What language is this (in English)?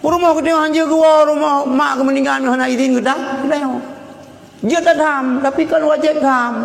Achinese